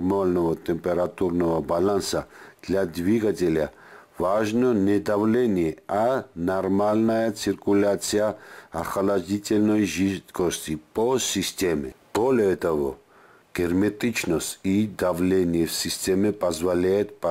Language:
Russian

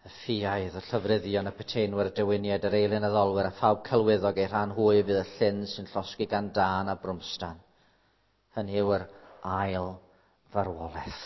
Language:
Welsh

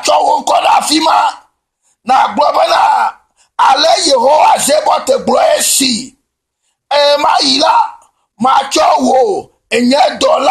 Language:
Ewe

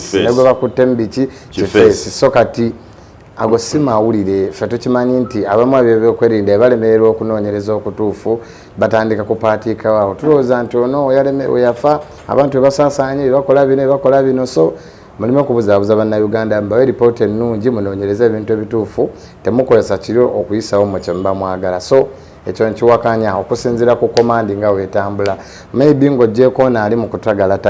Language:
Ganda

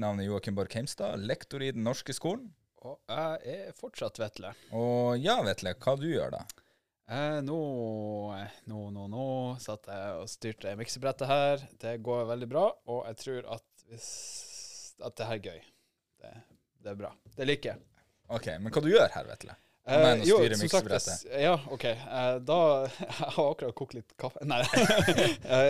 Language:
Norwegian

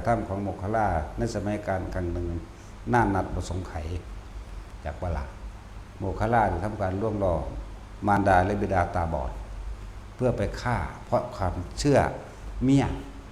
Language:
Northeastern Thai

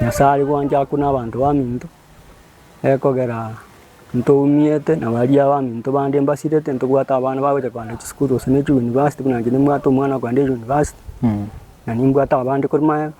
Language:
Gusii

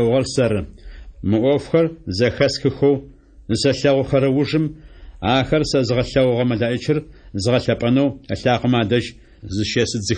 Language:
Adyghe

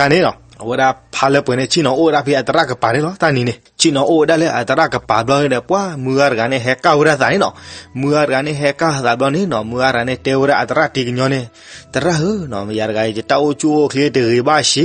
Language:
S'gaw Karen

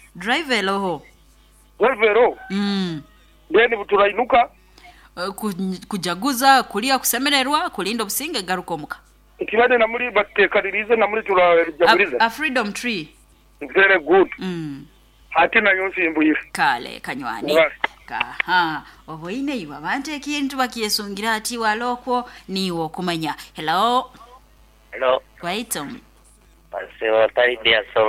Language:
Nyoro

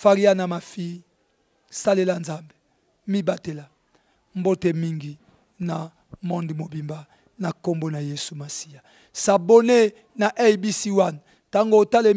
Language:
Lingala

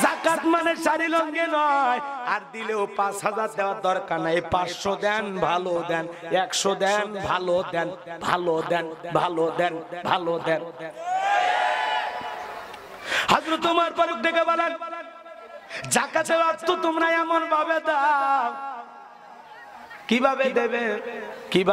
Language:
Bangla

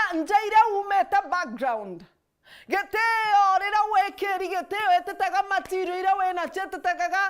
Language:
Meru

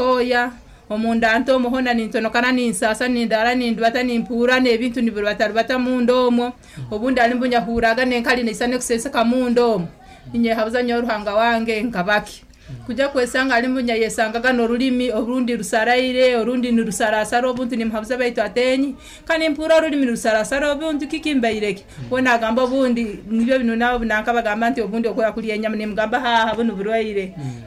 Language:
Nyankole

